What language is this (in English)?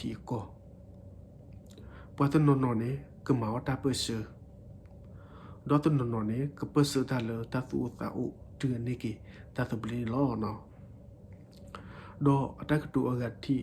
S'gaw Karen